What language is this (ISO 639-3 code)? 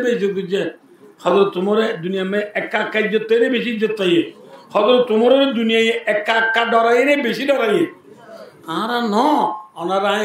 rhg